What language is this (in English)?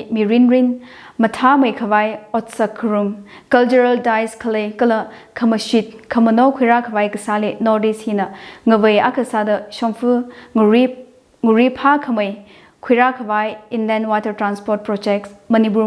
Tangkhul Naga (India)